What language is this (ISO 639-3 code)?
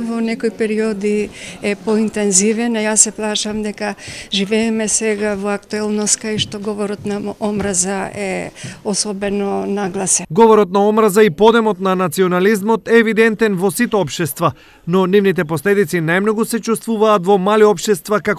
mkd